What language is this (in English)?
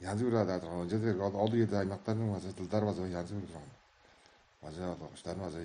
Tuvinian